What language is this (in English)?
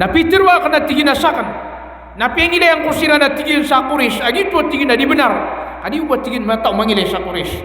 Maranao